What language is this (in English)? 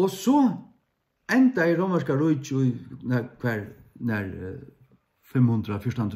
Faroese